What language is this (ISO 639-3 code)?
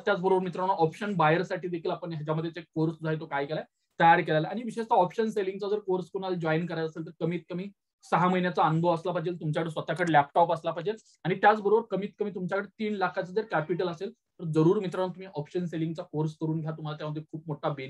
mar